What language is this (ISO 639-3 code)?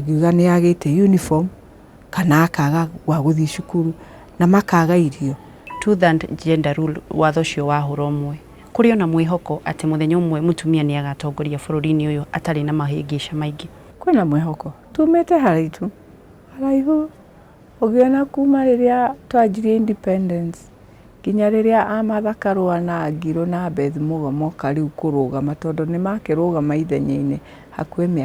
kik